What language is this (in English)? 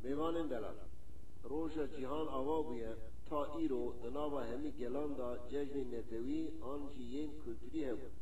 Kurdish